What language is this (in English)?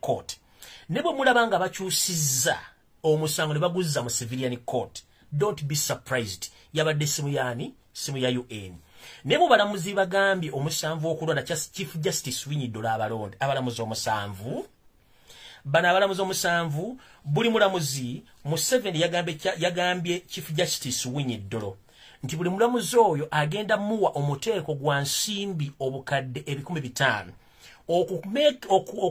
Ganda